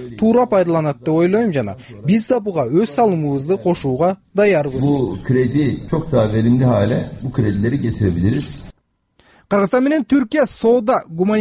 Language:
Kyrgyz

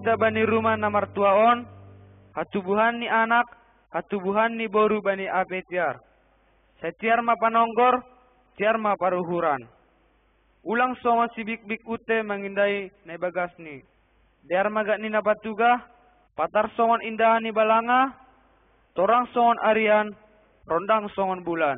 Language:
Batak Simalungun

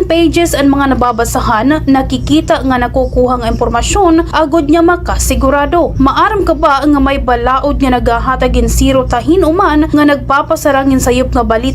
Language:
Waray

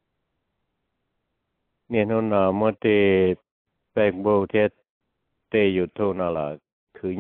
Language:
Vietnamese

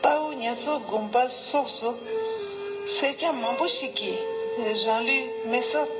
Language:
Tibetan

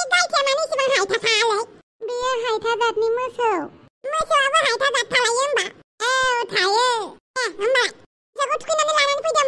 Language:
Bodo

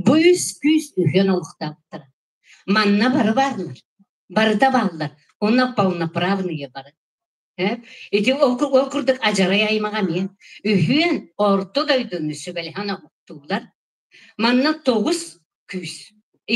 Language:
Yakut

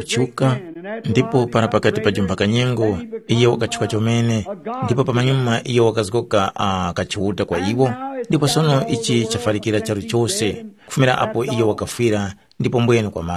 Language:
Tumbuka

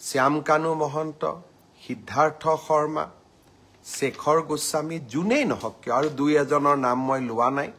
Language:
Assamese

